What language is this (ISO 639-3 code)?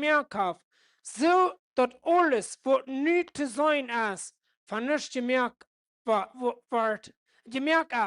pdt